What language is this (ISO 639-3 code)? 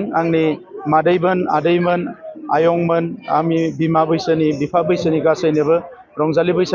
brx